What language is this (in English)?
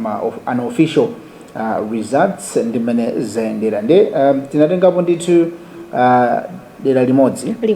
Nyanja